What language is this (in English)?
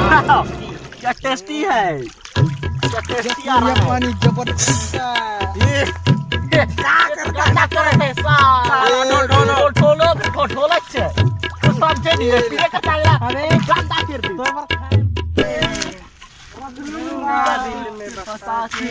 Chhattisgarhi